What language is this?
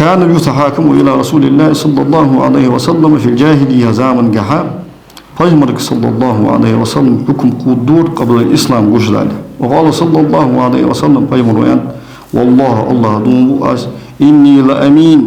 Ingush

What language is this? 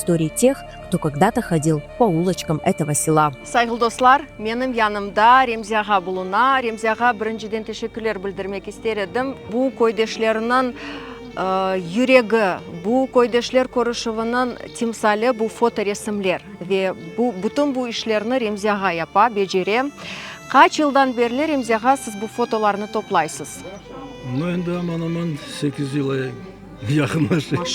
Crimean Tatar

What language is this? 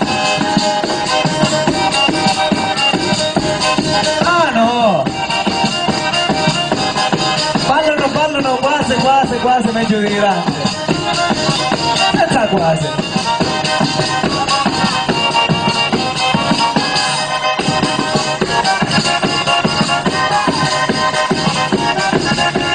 Italian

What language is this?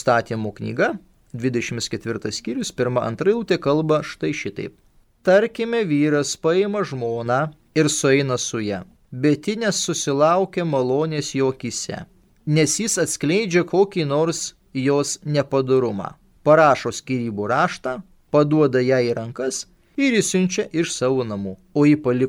Lithuanian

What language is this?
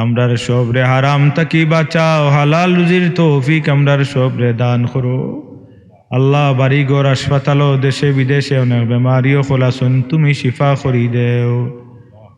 Sylheti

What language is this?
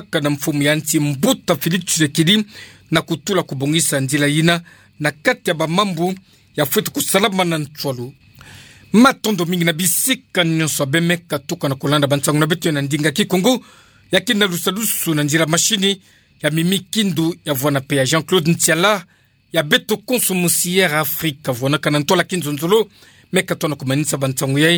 Kituba (Democratic Republic of Congo)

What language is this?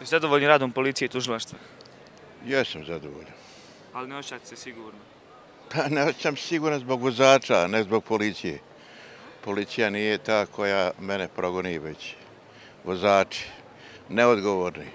Bosnian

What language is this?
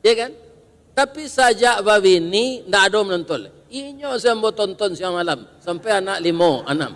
Minangkabau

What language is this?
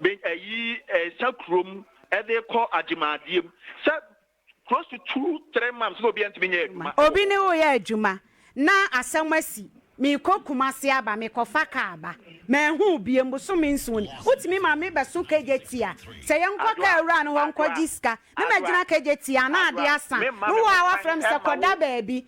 Akan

